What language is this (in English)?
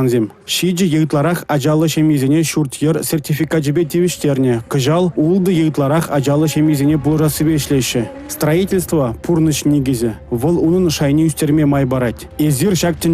Chuvash